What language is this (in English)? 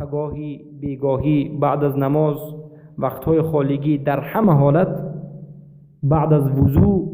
Persian